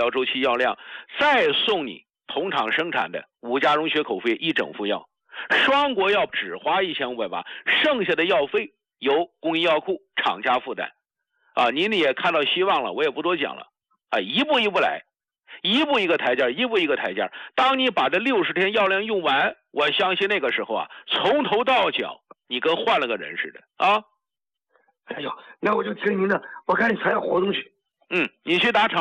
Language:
Chinese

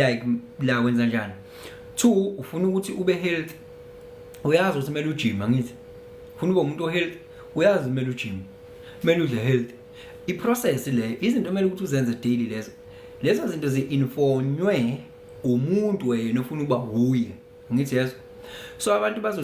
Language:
Zulu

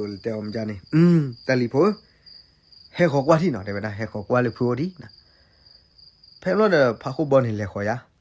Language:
S'gaw Karen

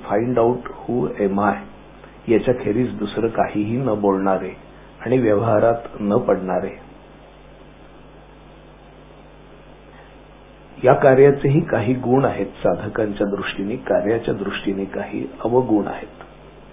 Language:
Marathi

